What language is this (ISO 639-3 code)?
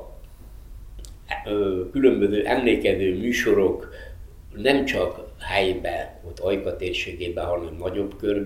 hun